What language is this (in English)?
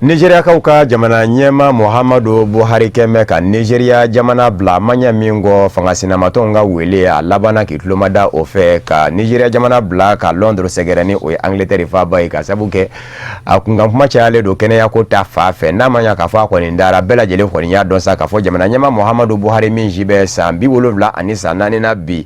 Bambara